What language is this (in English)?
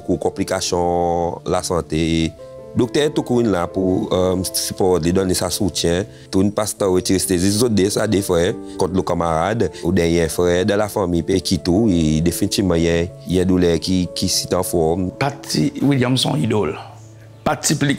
Seselwa Creole French